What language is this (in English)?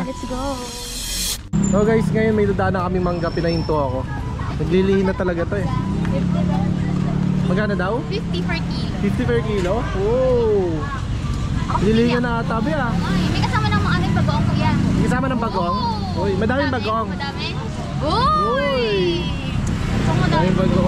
Filipino